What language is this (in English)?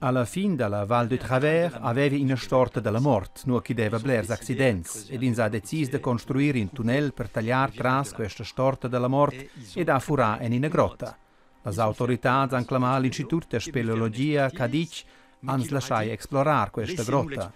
Romansh